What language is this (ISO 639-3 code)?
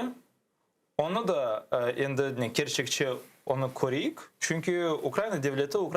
crh